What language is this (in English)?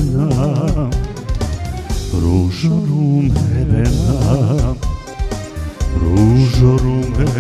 Croatian